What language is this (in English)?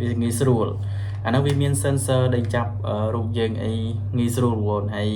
Khmer